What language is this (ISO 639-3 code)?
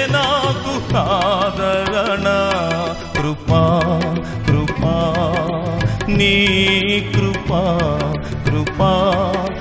tel